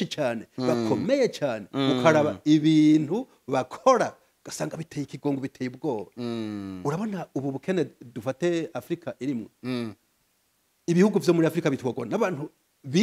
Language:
Rundi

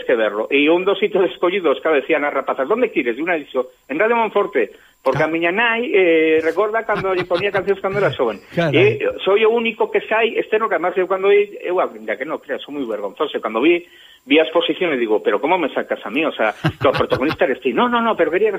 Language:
Galician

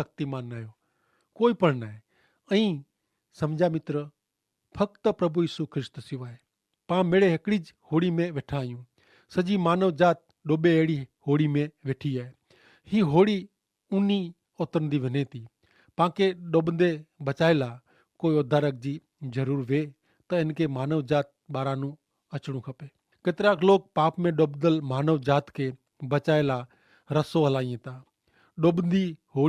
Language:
Kachhi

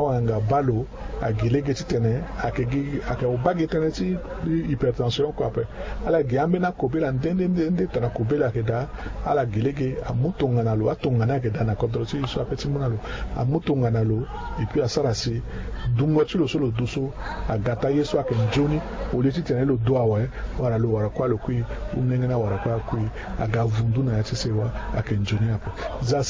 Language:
Sango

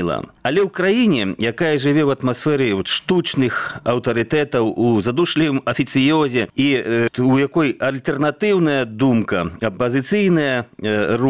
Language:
Belarusian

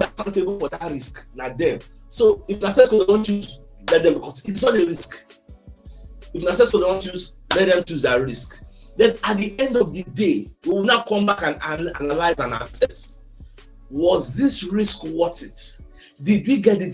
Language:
Nigerian Pidgin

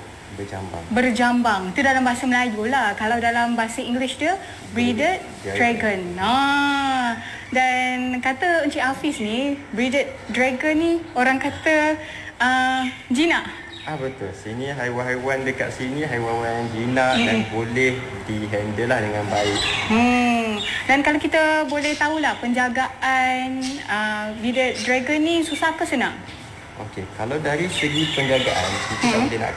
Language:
Malay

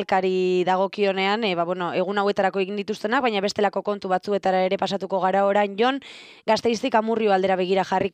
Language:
Basque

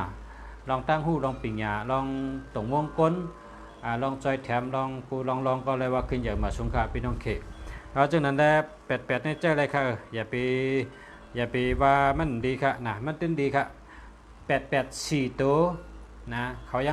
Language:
Shan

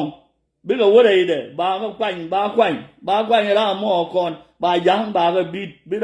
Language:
Nuer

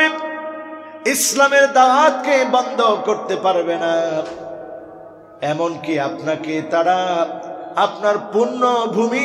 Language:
Bangla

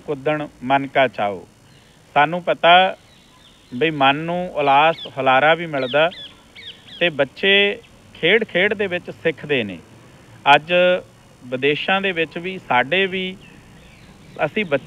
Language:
Punjabi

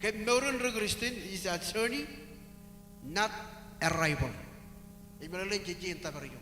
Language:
Marshallese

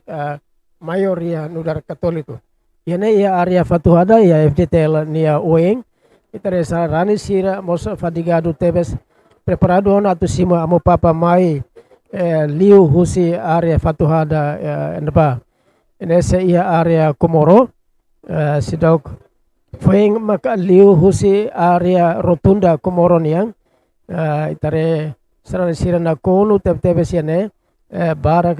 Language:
Tetum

